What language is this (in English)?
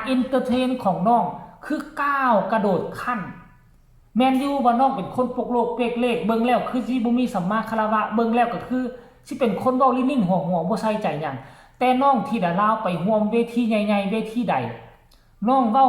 Northeastern Thai